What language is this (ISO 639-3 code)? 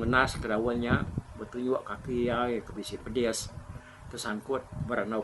iba